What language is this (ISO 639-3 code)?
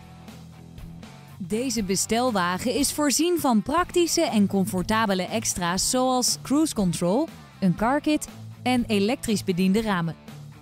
nld